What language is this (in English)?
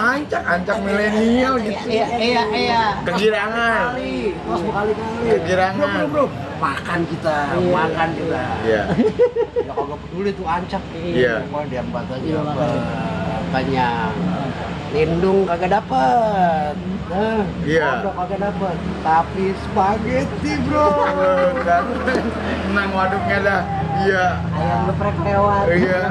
Betawi